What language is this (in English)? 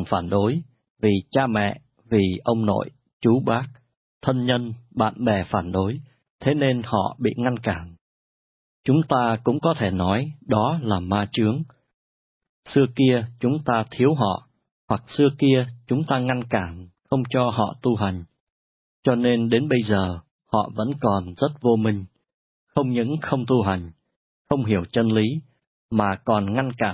Vietnamese